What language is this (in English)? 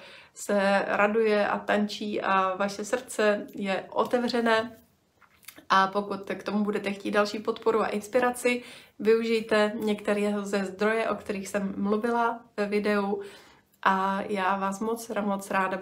Czech